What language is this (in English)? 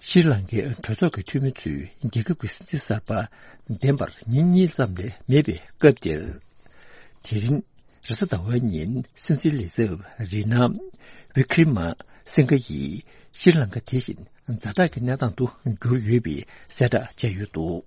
Tibetan